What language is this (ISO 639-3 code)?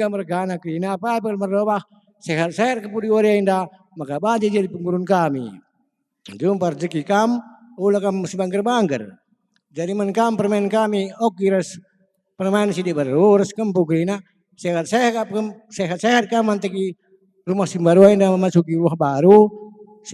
btx